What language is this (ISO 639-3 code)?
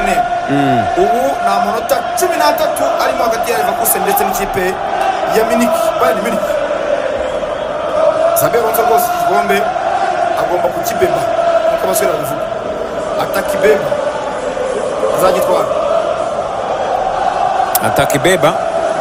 kin